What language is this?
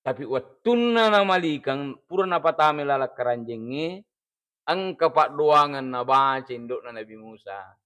Buginese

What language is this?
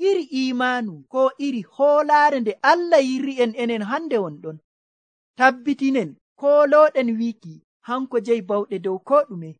Nigerian Fulfulde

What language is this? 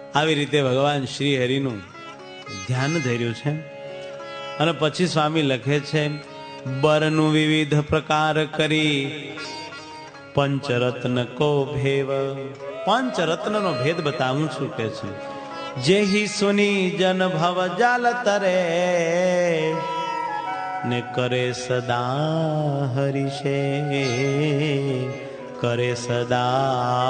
Gujarati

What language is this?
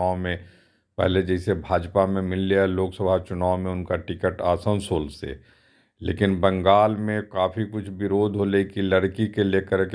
Magahi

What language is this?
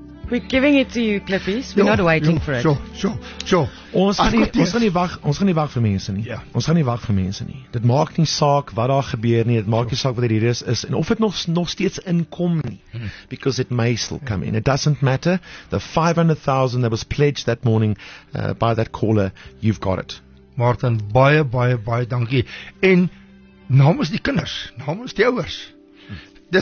Afrikaans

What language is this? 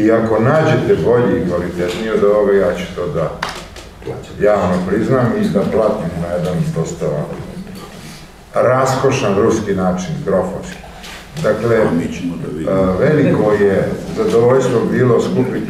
Serbian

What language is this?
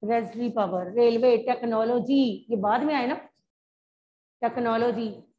Hindi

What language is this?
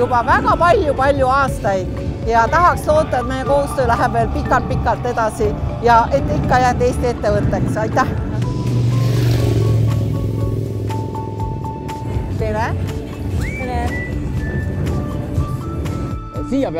Estonian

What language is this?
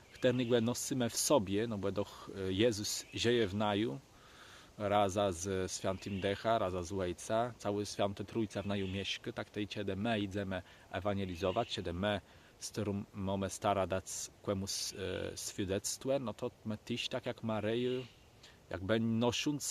Kashubian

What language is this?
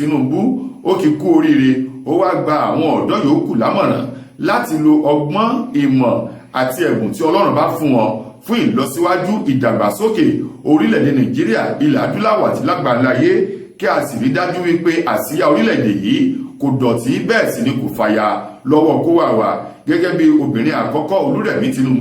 Yoruba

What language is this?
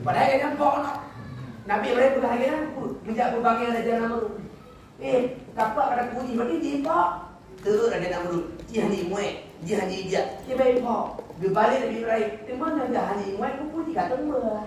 Achinese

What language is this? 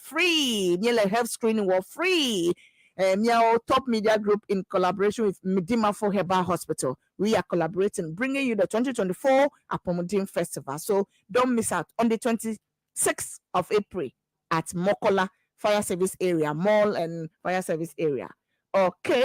Ewe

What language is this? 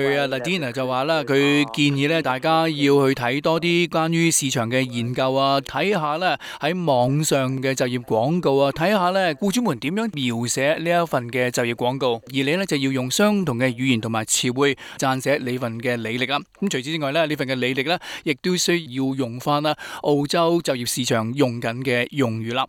Cantonese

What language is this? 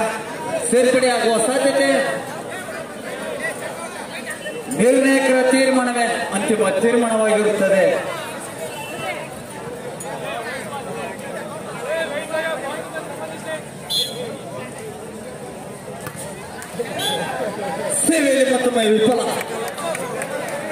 Kannada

